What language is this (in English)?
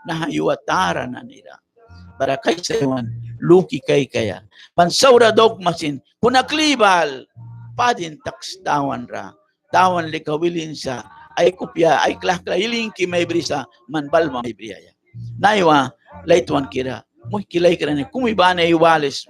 Mískito